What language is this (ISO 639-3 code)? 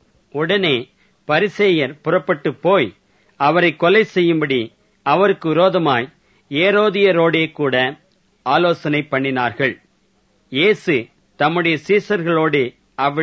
tam